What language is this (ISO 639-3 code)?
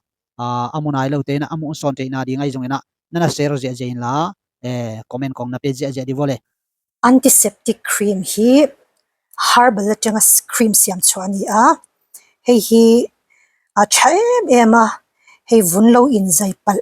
ctd